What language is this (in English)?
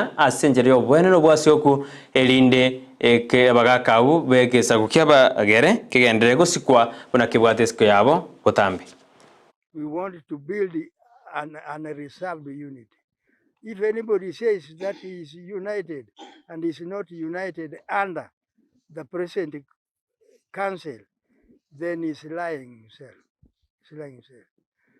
Gusii